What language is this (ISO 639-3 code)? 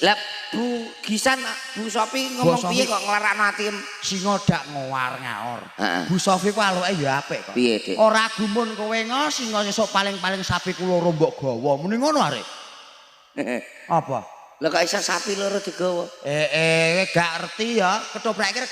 jav